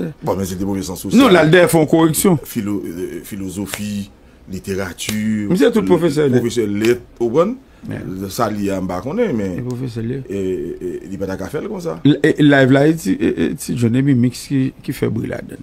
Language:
Haitian Creole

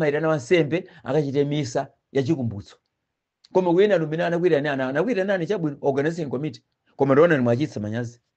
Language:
Nyanja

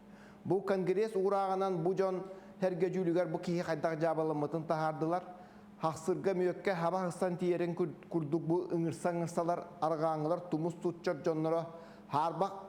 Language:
Yakut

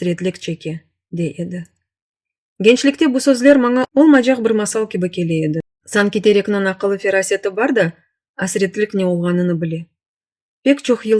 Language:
Crimean Tatar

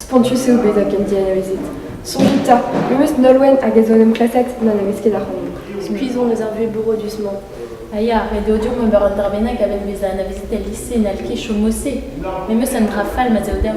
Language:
Breton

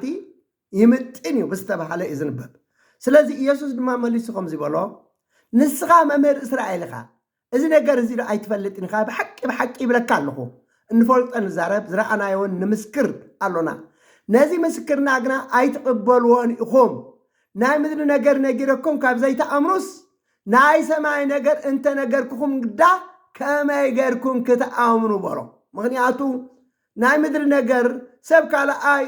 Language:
Tigrinya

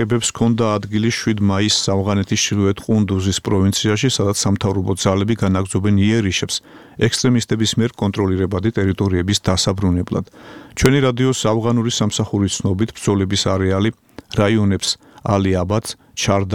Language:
Georgian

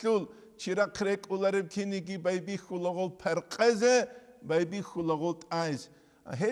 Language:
Avaric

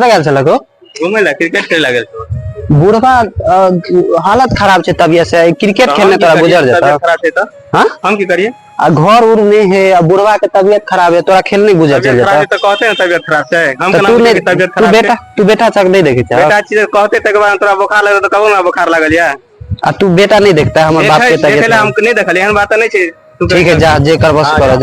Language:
Maithili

